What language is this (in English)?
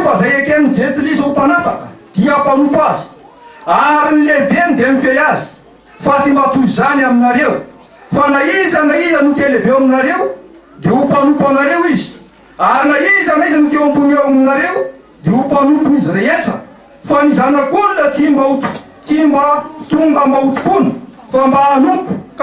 Malagasy